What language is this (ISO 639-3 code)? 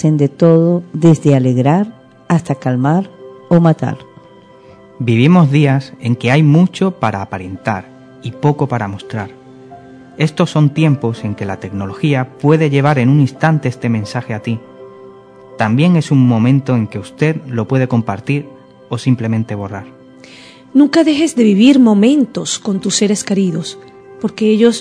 spa